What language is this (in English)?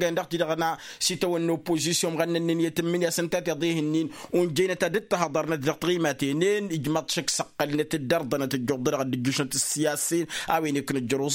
Tamasheq